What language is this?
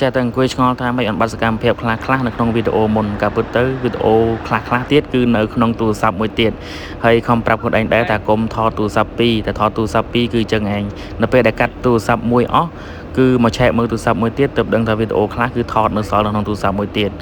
Khmer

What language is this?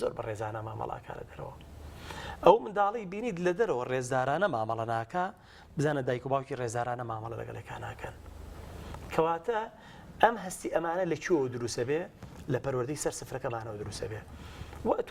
Central Kurdish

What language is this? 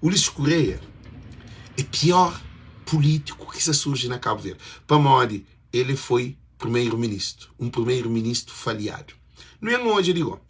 Kabuverdianu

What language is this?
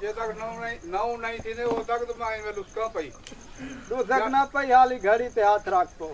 Saraiki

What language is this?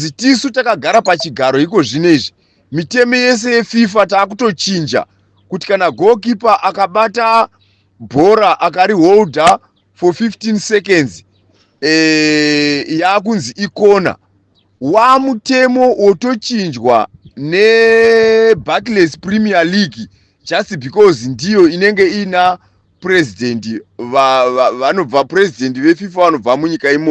Shona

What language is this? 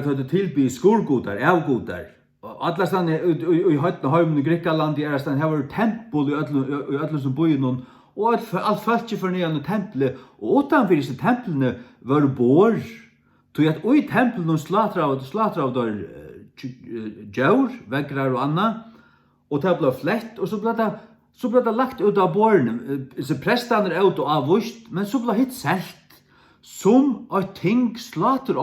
Faroese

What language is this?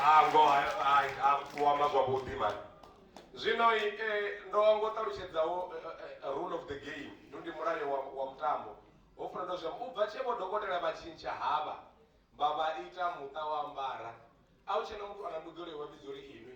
Venda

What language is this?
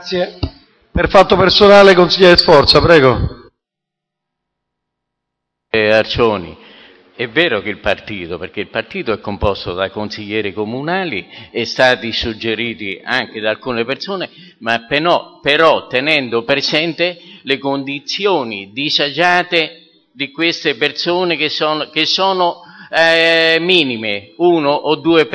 Italian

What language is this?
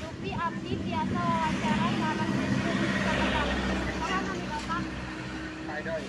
Sundanese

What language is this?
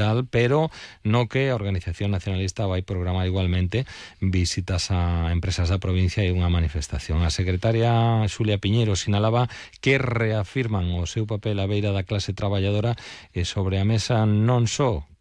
Galician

